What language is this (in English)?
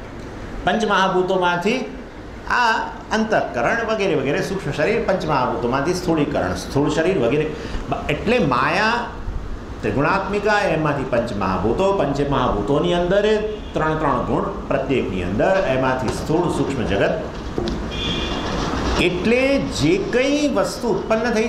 Gujarati